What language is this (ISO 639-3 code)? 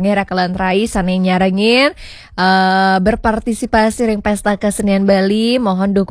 ban